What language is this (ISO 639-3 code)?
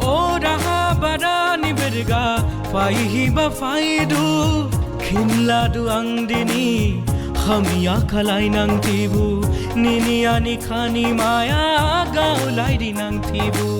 dis